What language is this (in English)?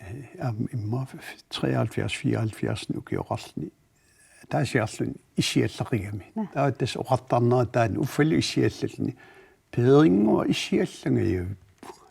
Kalaallisut